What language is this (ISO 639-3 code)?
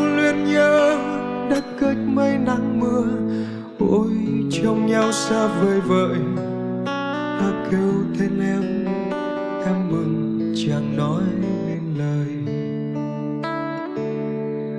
vie